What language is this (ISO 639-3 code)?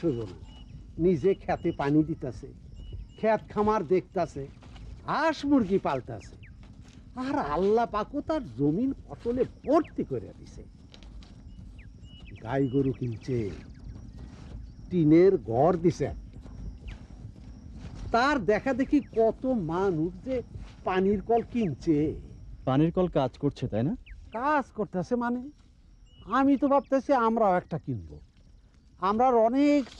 ben